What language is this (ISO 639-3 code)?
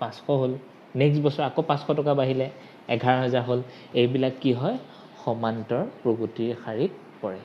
asm